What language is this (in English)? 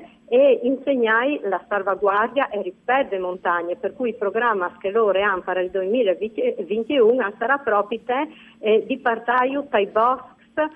Friulian